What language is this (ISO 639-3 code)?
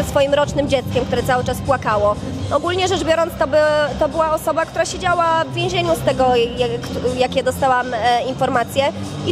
pol